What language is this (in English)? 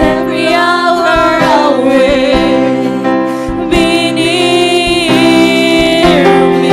Waray